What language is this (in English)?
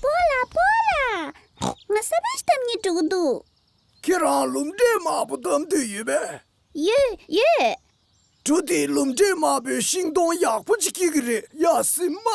Tibetan